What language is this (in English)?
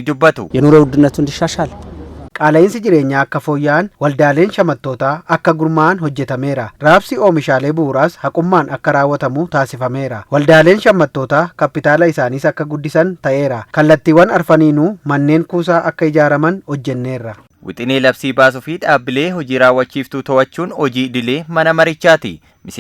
Oromo